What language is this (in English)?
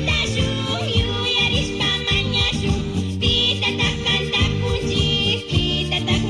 Chimborazo Highland Quichua